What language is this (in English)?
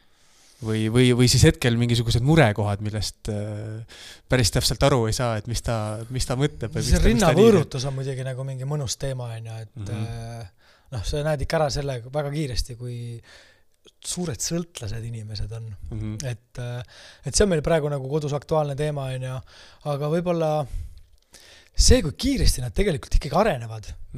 Estonian